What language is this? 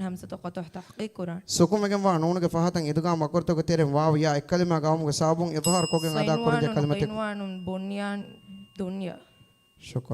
Divehi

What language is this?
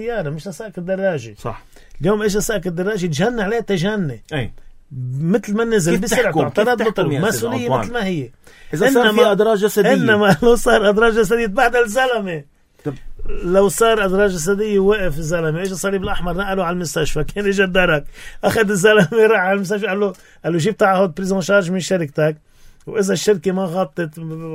North Levantine Arabic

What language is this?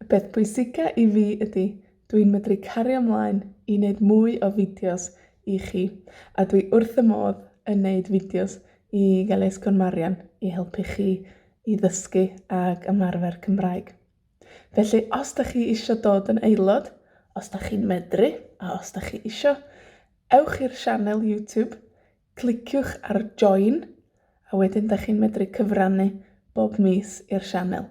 Welsh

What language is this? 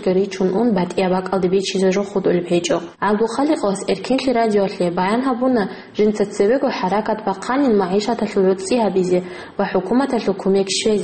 Avaric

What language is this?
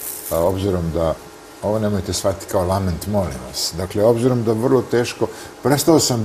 Serbian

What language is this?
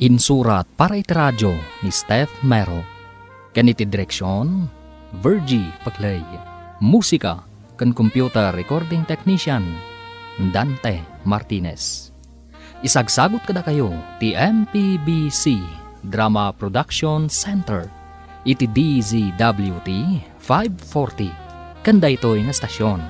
Iloko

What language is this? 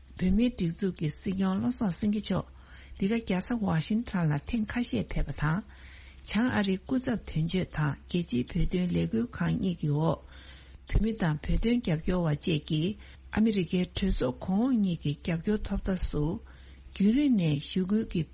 Tibetan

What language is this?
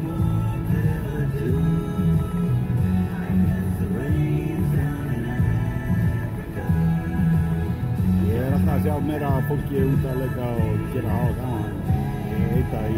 Icelandic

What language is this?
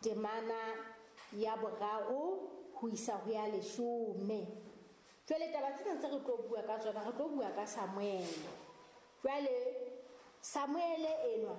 Southern Sotho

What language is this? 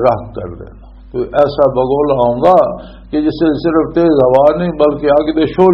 Western Panjabi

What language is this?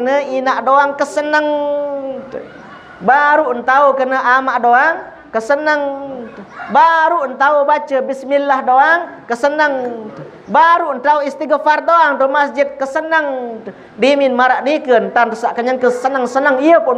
Sasak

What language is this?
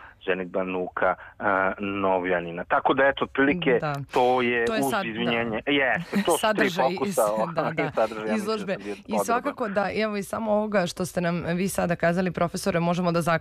Serbian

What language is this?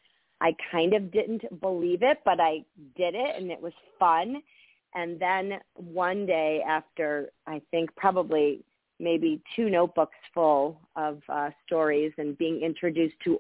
English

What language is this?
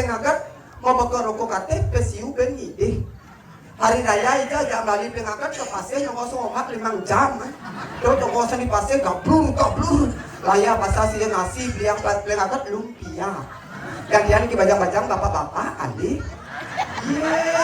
Balinese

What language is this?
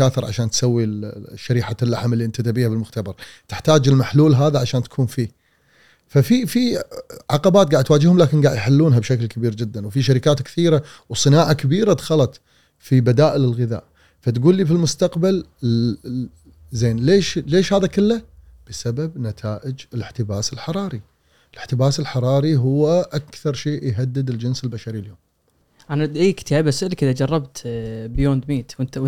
Gulf Arabic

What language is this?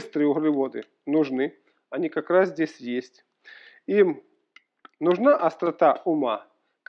Russian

